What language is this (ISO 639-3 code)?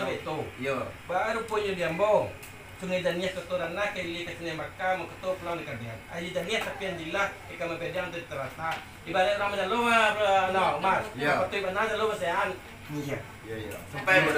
min